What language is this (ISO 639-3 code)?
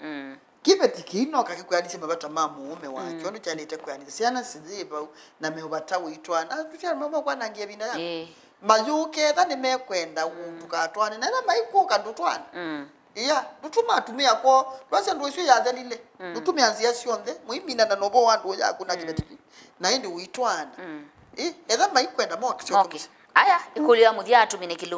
kam